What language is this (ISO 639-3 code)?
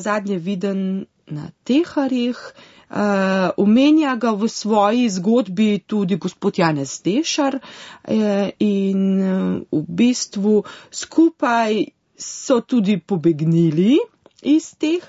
slv